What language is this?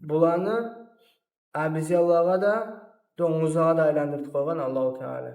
Kumyk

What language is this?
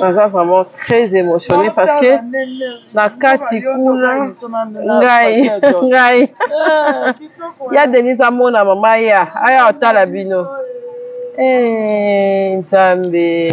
Lingala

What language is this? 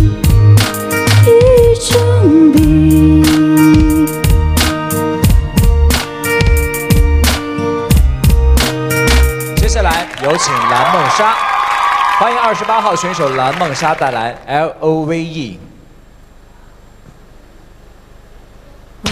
Chinese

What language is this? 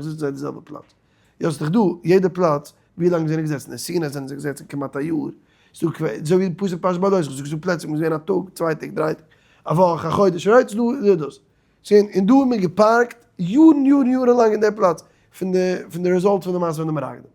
Yiddish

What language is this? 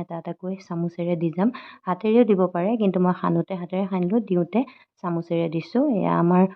Assamese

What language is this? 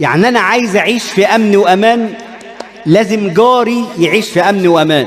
Egyptian Arabic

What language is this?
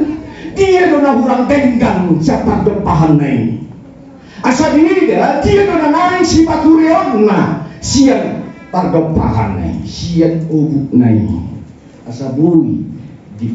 Batak Toba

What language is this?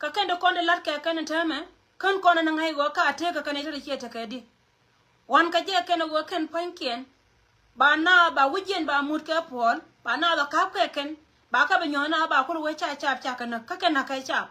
Nuer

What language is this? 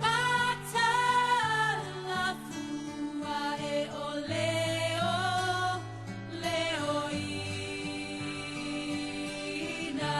Samoan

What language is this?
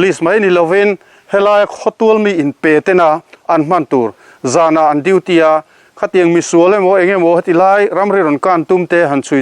Mizo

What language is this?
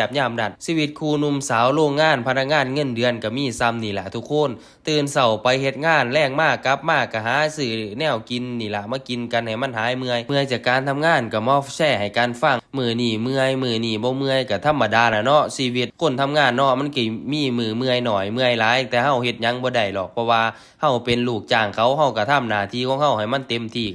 Northeastern Thai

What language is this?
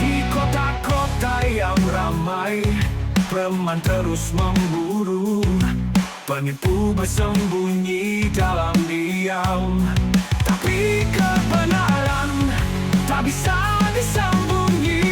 Makassar Malay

